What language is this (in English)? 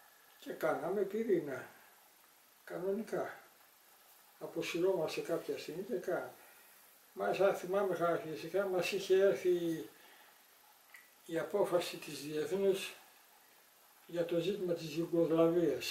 Greek